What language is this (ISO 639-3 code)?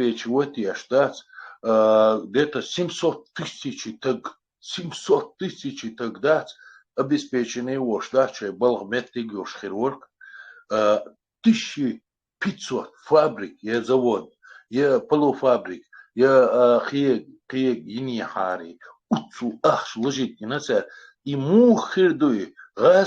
che